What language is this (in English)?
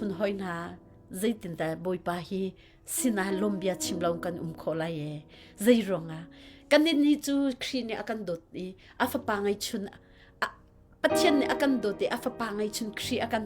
Hakha Chin